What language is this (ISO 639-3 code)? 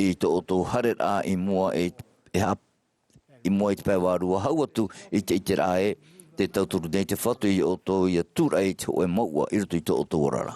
tah